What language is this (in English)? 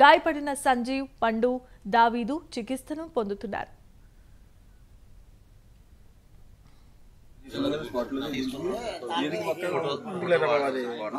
Telugu